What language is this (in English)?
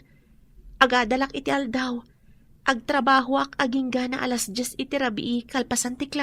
Iloko